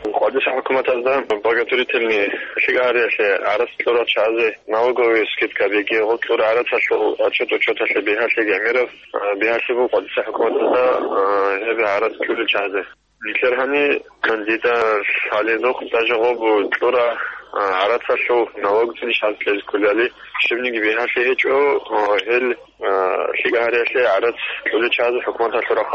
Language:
Avaric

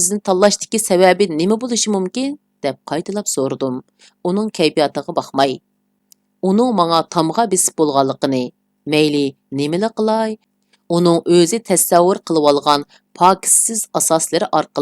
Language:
Uyghur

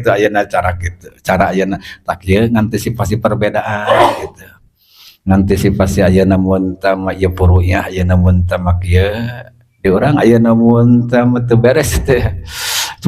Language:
Sundanese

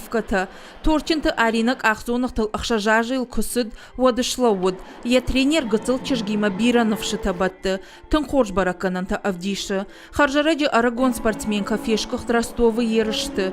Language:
Ossetic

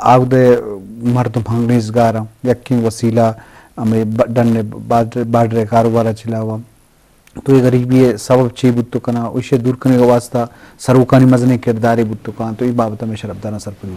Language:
Eastern Balochi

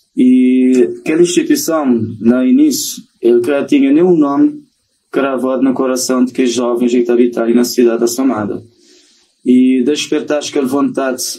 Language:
Kabuverdianu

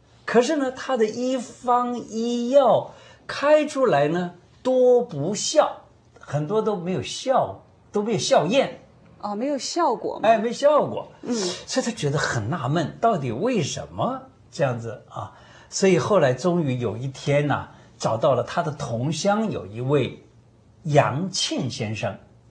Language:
Chinese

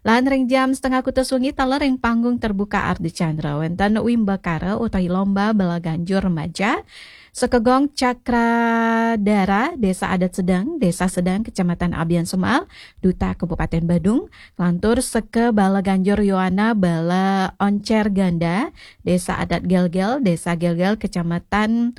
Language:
Balinese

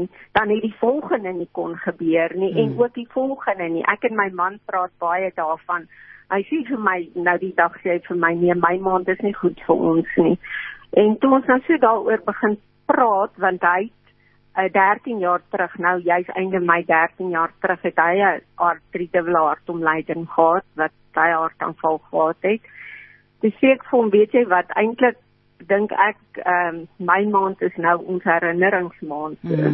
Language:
Afrikaans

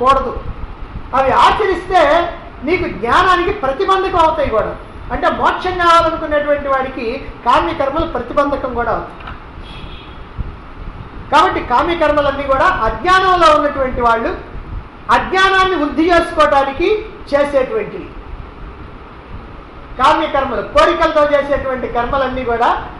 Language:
Telugu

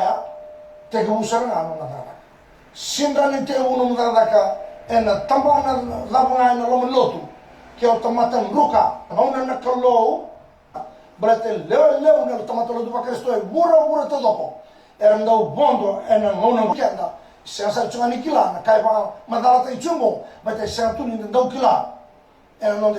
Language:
Fijian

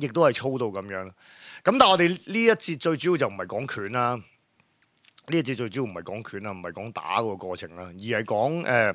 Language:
Cantonese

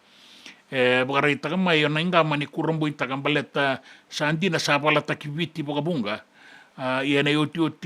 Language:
Fijian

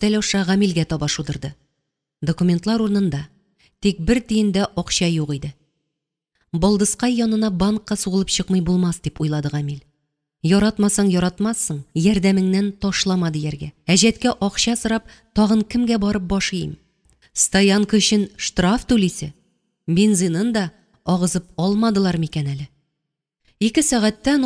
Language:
Tatar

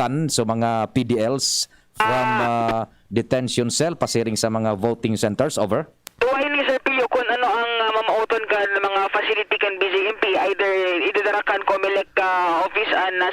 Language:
Bikol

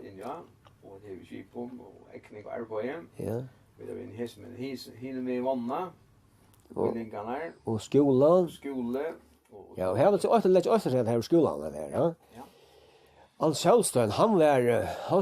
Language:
Faroese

